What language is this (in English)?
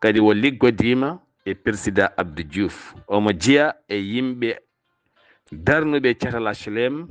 Fula